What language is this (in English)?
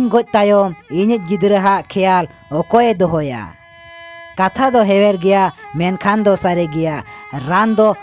Santali